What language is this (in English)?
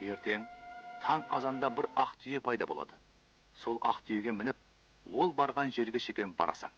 Kara-Kalpak